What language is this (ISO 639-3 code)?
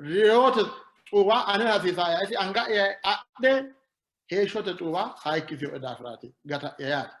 sid